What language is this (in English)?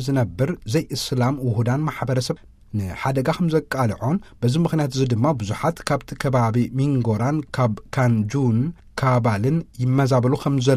Tigrinya